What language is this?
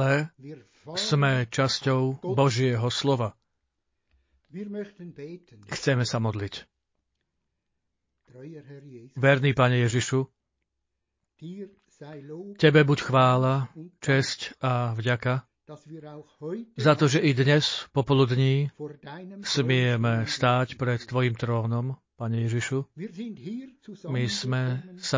Slovak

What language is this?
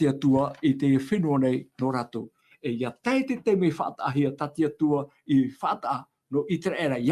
Tahitian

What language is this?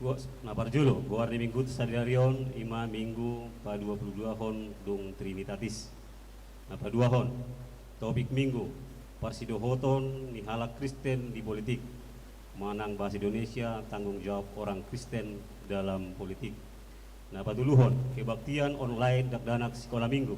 Batak Toba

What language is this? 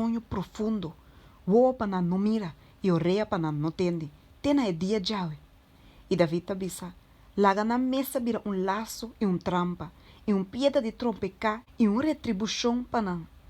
Papiamento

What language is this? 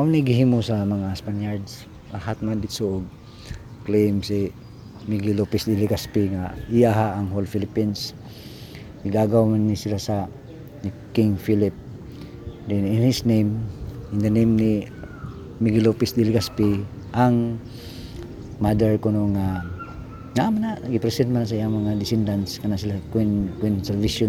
Cebuano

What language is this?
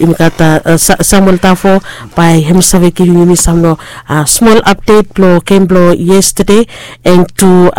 Bislama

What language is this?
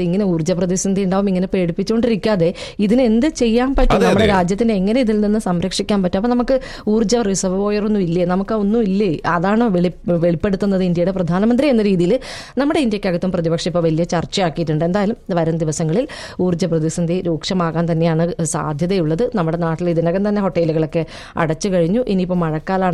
Malayalam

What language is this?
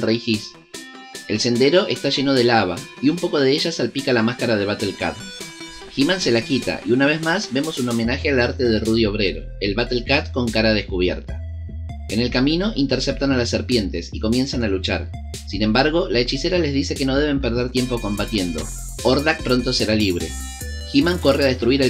Spanish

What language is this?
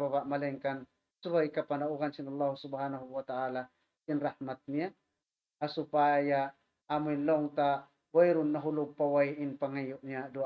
Tausug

